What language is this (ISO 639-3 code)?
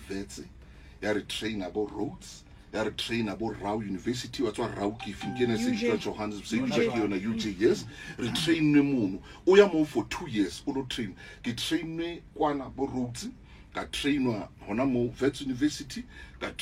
sot